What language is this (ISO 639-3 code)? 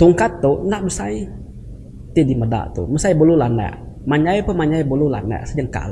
iba